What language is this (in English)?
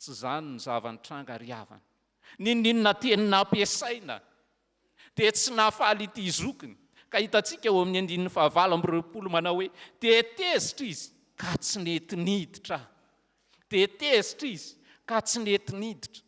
Malagasy